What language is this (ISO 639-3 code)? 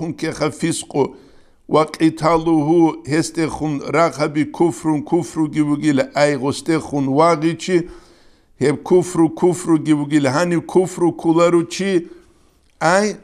ava